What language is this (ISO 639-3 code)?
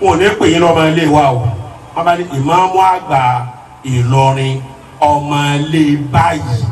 yor